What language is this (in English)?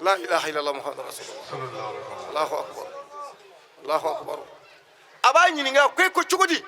Bambara